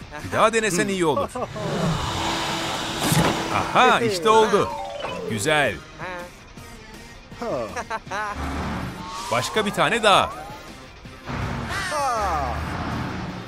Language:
Turkish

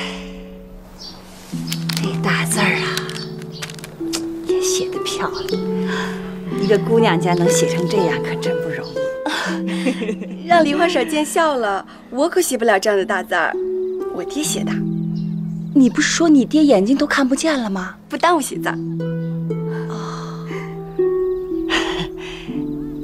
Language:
Chinese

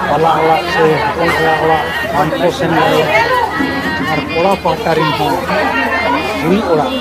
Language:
Santali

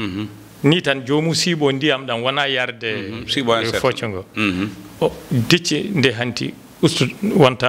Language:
Fula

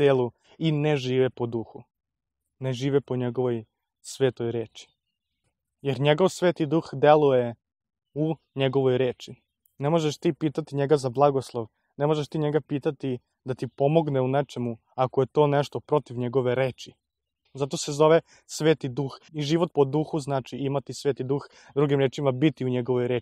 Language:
Serbian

